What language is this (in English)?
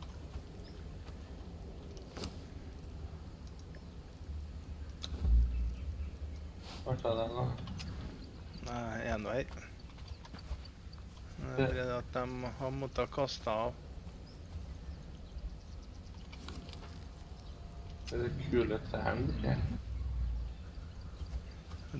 Norwegian